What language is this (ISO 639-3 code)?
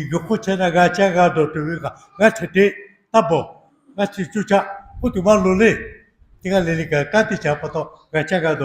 lhu